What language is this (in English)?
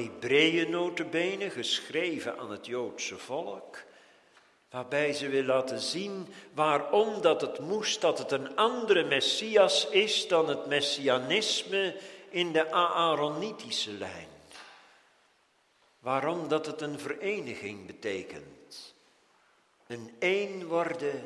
Dutch